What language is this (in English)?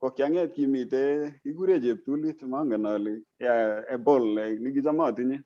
Kalenjin